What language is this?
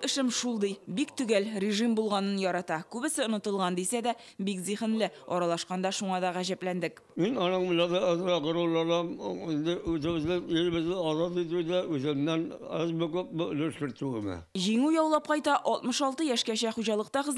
Tatar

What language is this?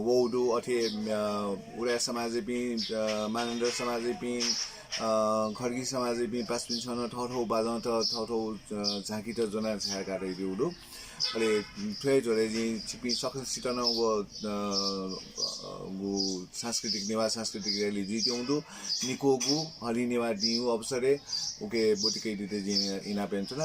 Newari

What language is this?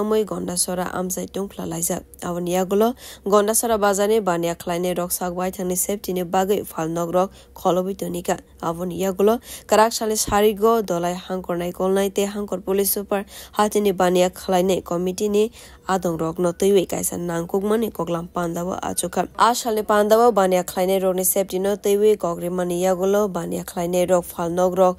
Kok Borok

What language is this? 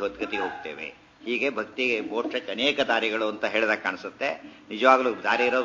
Kannada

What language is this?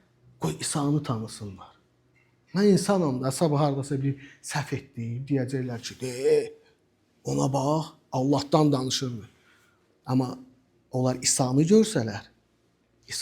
Azerbaijani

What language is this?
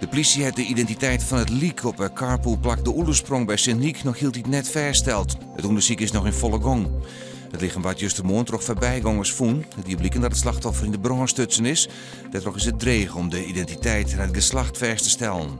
Western Frisian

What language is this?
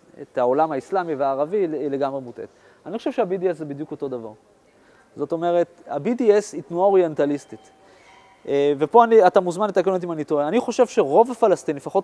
Hebrew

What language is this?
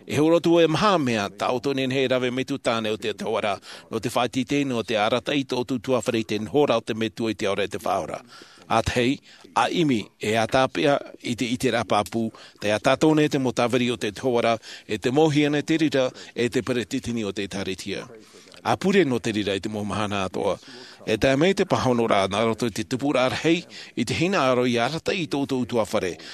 Tahitian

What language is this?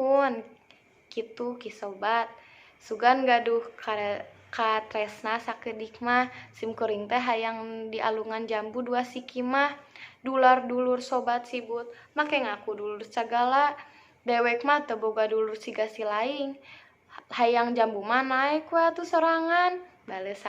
Sundanese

